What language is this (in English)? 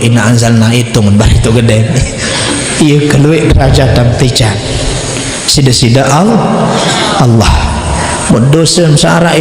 Sasak